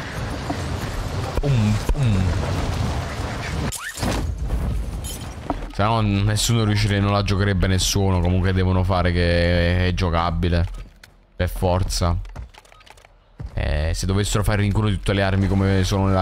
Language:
Italian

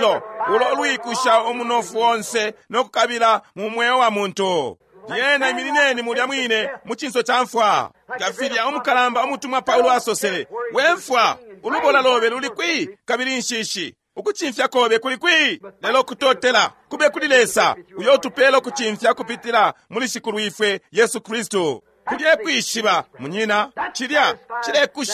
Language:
Bemba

